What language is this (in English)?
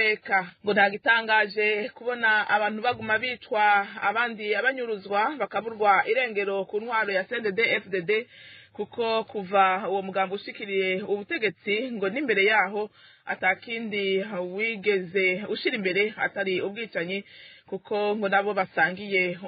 Rundi